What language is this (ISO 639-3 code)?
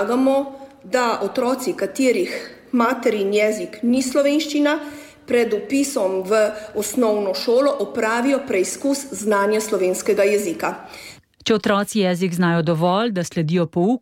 slv